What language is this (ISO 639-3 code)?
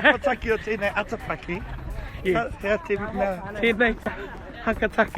mri